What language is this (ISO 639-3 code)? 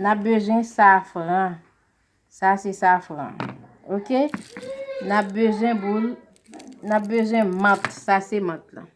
hat